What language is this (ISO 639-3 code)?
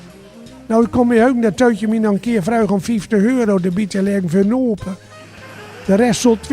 gos